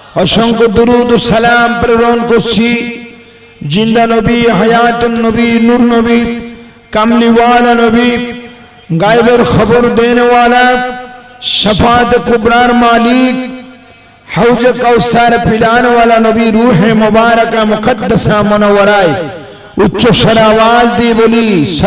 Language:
Bangla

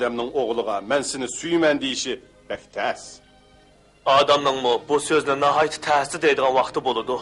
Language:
Uyghur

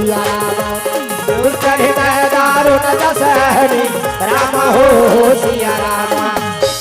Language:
Chhattisgarhi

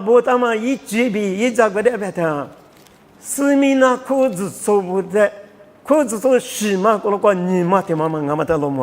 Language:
Lisu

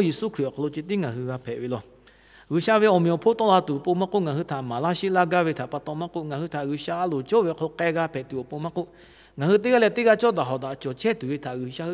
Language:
Lahu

